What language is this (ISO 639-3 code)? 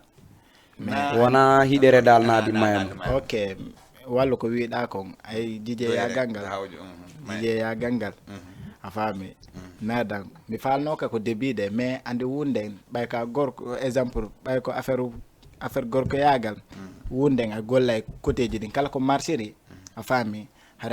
ful